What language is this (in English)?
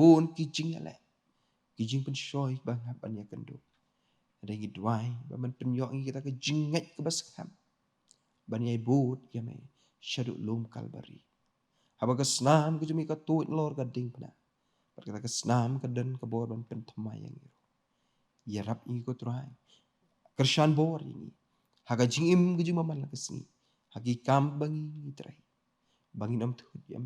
Khasi